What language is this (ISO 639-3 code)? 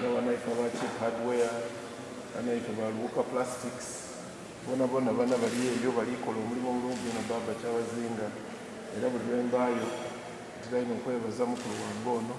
xog